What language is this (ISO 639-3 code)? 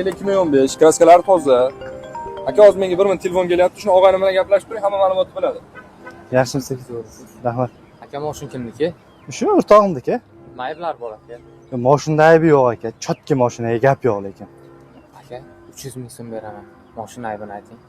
uzb